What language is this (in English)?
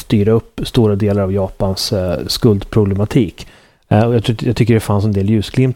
Swedish